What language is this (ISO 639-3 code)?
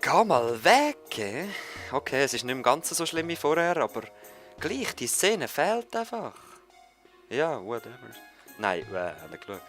gsw